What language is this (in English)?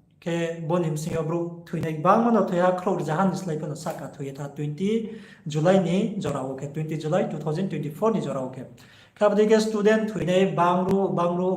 Riang (India)